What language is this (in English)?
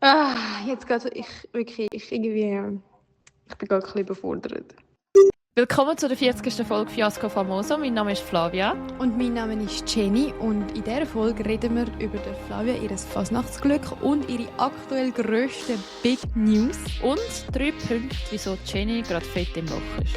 Swiss German